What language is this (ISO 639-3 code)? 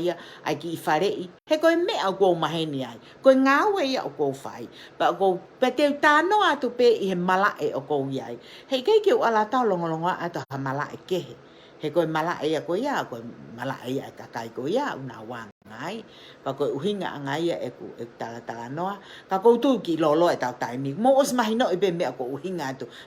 ton